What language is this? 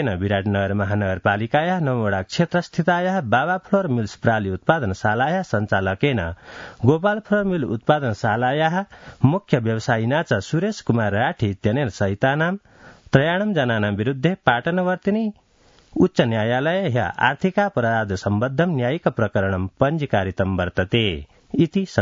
Sanskrit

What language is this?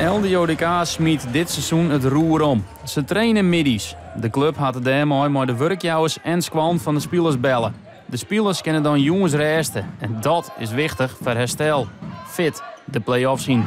Western Frisian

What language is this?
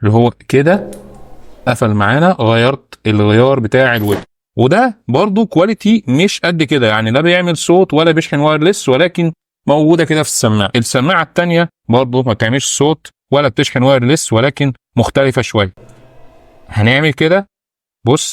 Egyptian Arabic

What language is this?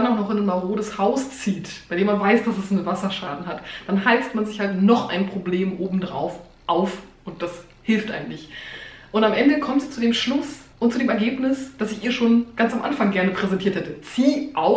German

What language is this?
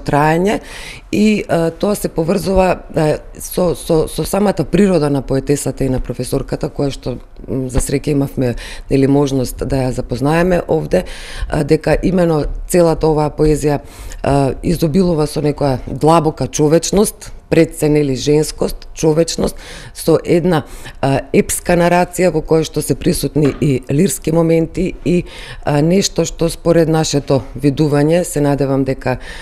Macedonian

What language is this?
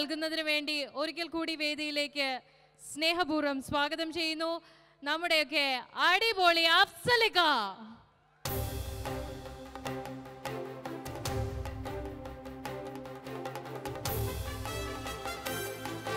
Malayalam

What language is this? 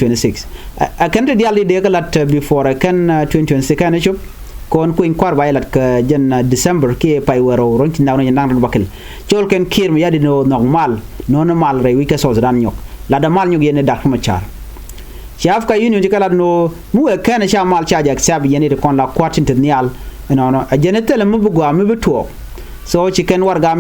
Nuer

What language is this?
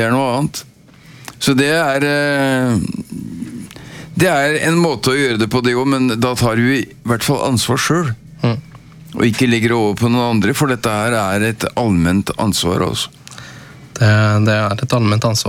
Norwegian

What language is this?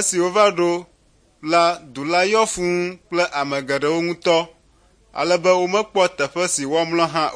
Ewe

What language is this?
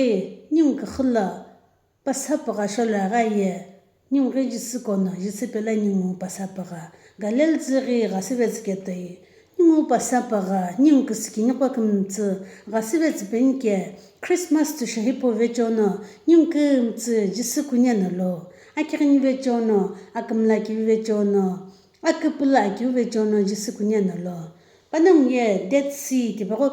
Sumi Naga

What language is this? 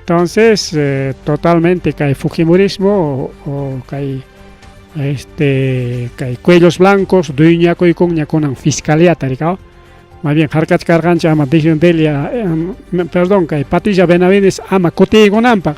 Ayacucho Quechua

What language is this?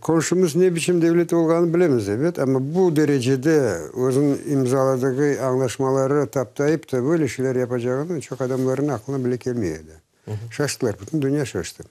Crimean Tatar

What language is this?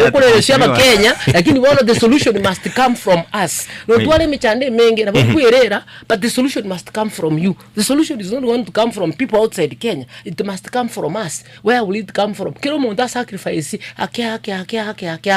Gusii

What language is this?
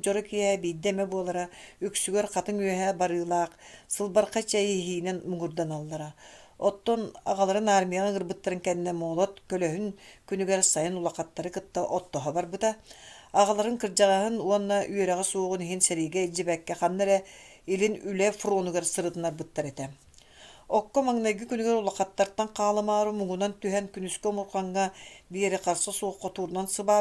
Yakut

